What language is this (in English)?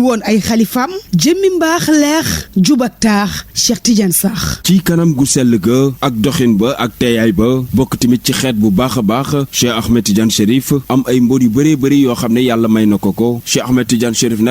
Wolof